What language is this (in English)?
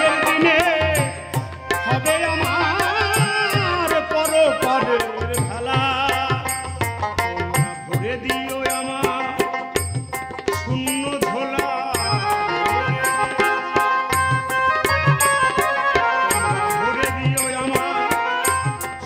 Bangla